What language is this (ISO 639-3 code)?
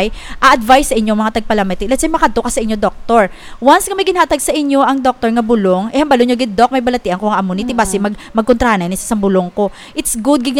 hil